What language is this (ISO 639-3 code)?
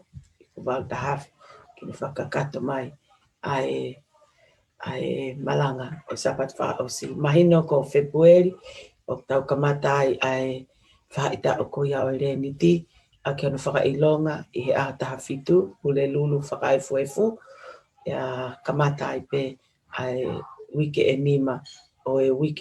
ton